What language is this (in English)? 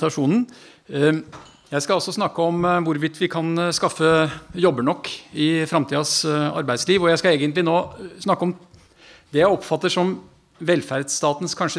Norwegian